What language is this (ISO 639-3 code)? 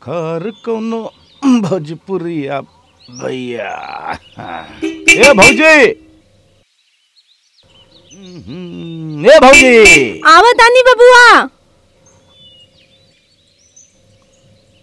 bho